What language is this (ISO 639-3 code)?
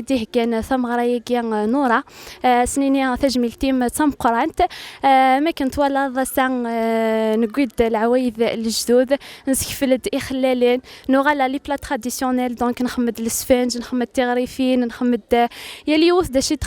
kab